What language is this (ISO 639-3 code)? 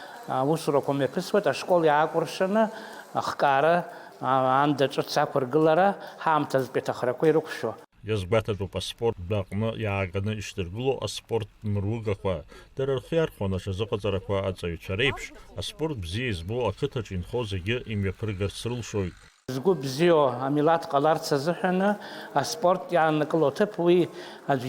abk